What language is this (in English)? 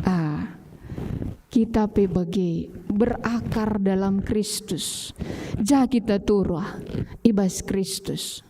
Batak Karo